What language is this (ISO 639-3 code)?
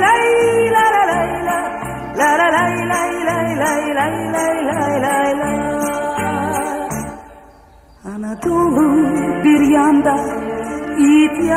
tur